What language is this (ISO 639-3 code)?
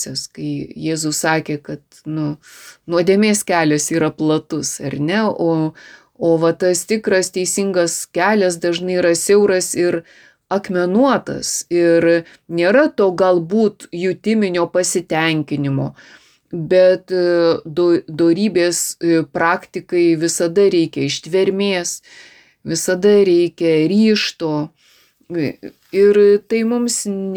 lit